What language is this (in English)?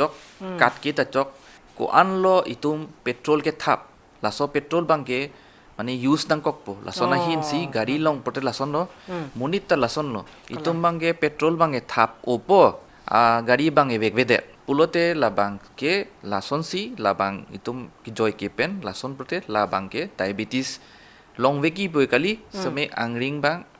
Karbi